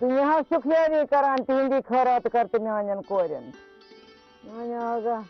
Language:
Kashmiri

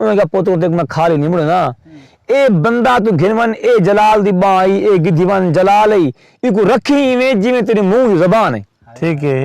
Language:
Saraiki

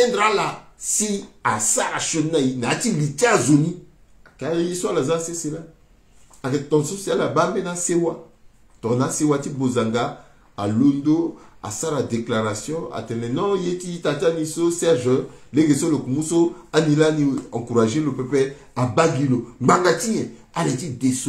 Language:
Sango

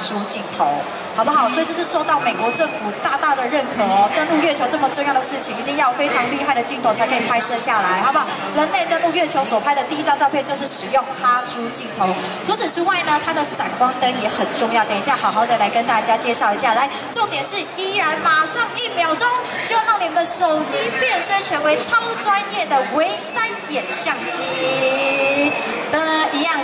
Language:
Chinese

